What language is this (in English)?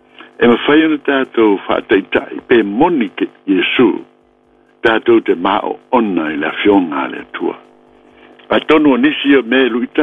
Samoan